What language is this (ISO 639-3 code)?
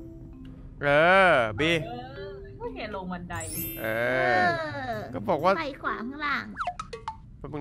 tha